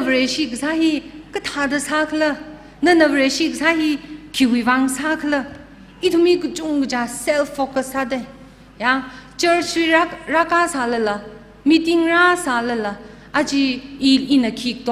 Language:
Tangkhul Naga (India)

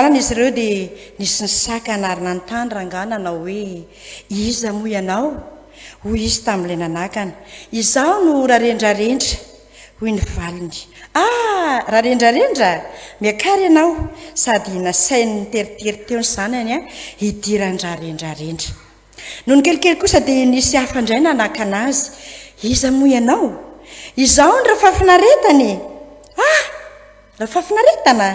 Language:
Malagasy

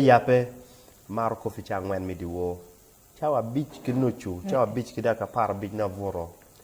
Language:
Acoli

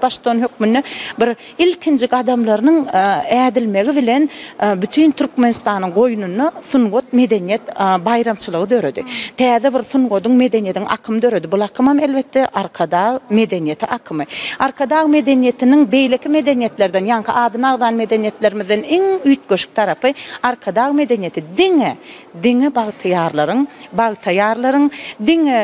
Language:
Turkmen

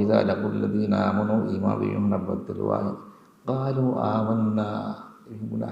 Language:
Divehi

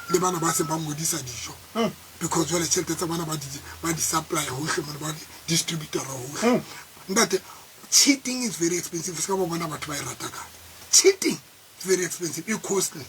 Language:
Tswana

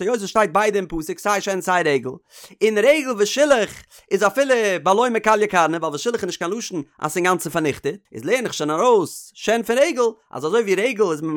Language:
Yiddish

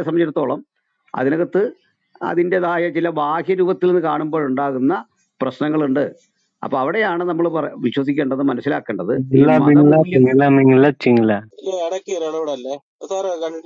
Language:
Malayalam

